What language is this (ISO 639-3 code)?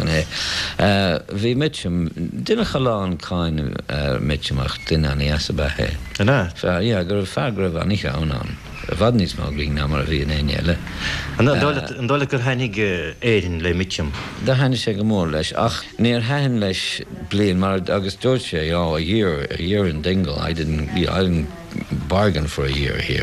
gle